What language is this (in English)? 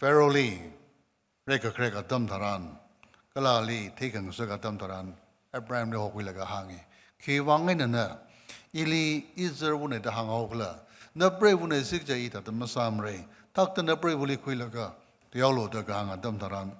Tangkhul Naga (India)